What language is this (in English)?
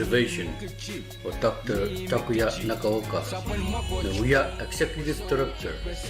Pohnpeian